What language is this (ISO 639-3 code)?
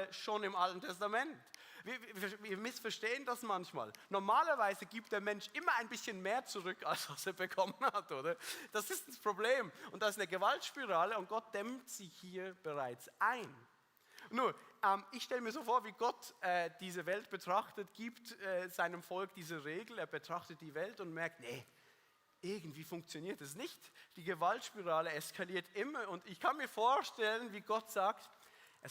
gsw